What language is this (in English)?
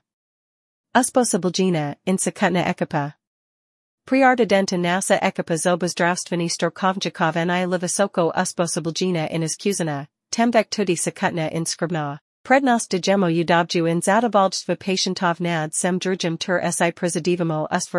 Slovenian